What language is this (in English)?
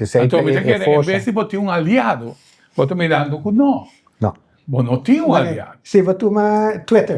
Papiamento